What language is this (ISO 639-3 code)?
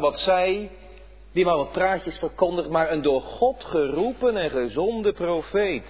nld